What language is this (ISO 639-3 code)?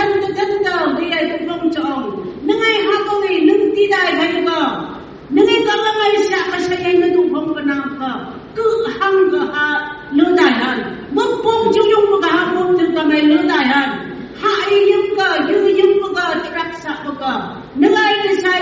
nph